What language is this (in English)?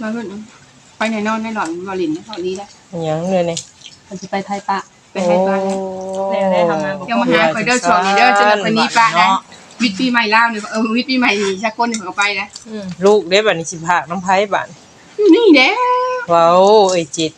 Northeastern Thai